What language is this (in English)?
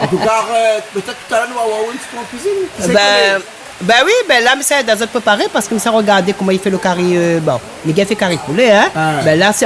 Réunion Creole French